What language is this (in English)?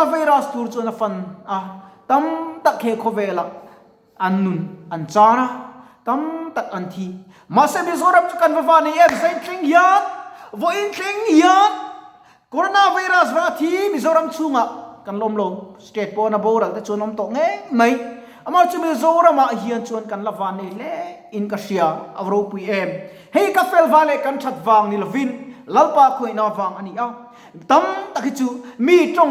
Mizo